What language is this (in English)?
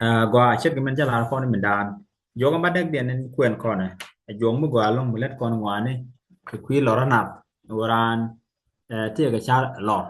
Nuer